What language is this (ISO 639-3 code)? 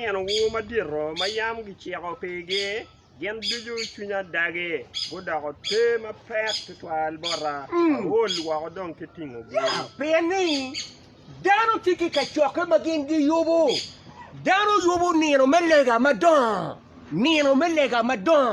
ach